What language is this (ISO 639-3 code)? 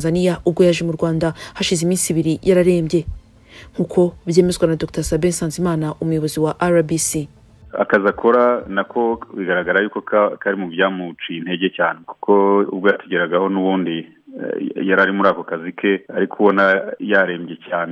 kin